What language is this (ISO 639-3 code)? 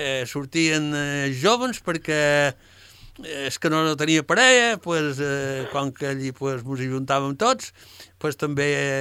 cat